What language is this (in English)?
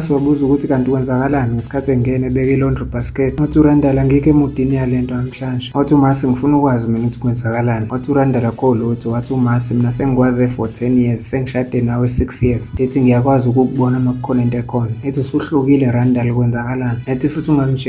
Zulu